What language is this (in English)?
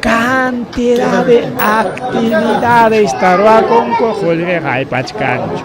Ayacucho Quechua